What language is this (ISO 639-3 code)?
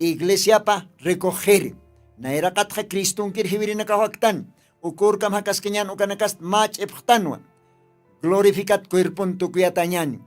aym